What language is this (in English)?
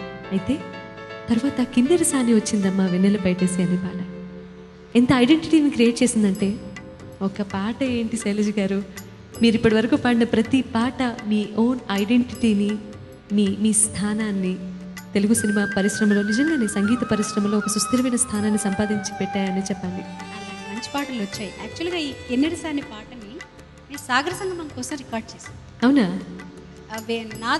Telugu